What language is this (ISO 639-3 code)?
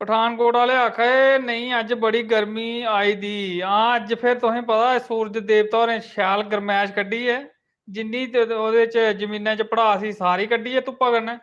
doi